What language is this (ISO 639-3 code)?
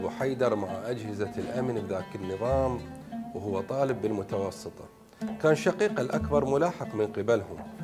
acm